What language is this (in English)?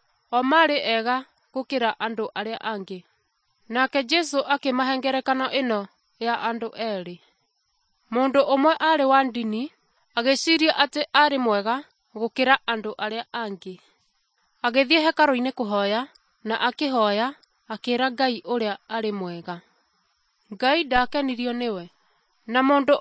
Kikuyu